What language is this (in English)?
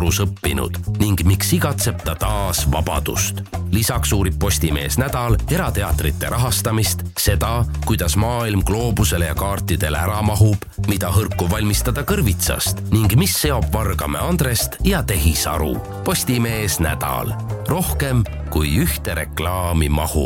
Estonian